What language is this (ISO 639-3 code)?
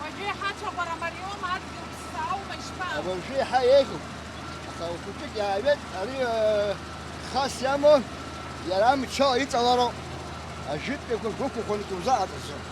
abk